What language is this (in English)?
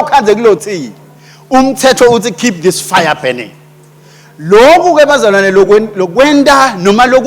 Swati